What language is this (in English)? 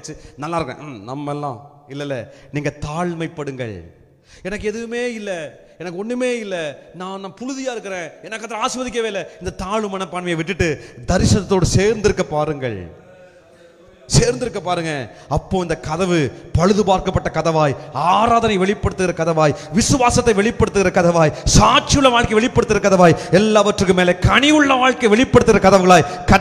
Tamil